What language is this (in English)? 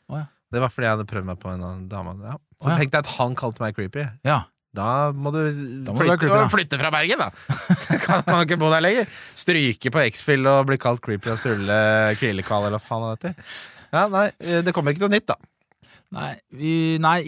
Norwegian